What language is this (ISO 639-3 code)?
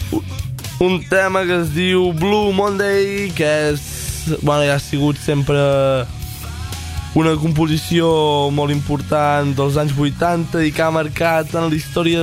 cat